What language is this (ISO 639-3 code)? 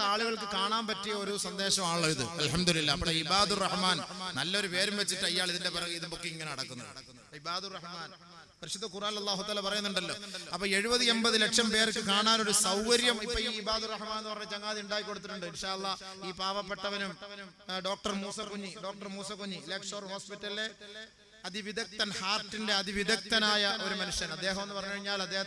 mal